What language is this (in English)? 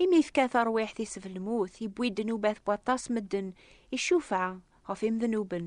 Kabyle